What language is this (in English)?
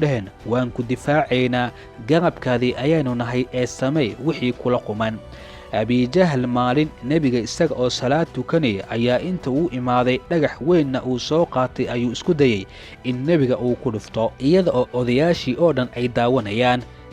Somali